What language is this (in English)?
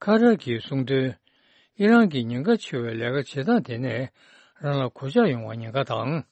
Tibetan